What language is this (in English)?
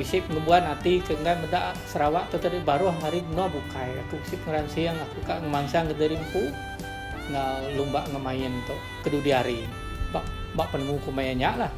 Iban